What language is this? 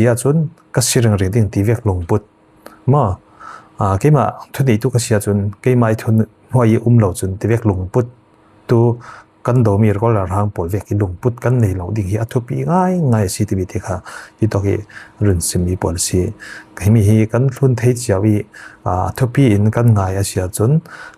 Falam Chin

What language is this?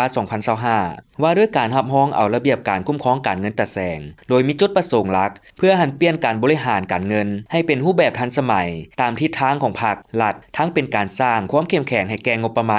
Lao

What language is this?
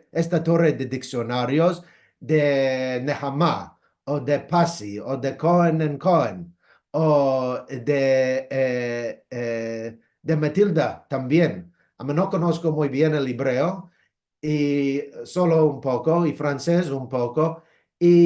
Ladino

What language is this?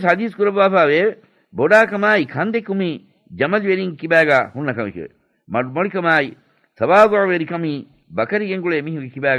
Divehi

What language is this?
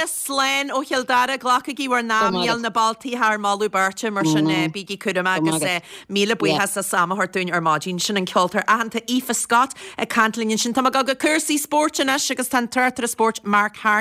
Irish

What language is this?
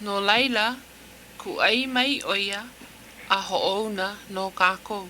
Hawaiian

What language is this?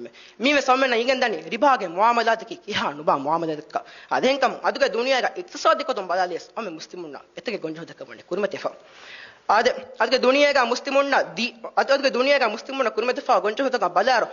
Divehi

